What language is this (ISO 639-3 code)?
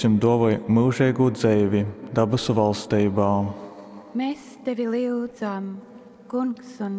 ltg